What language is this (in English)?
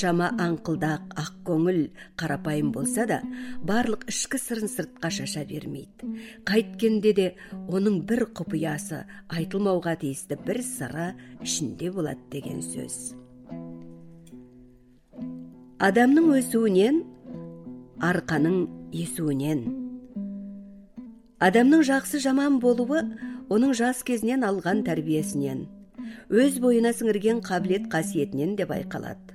Kazakh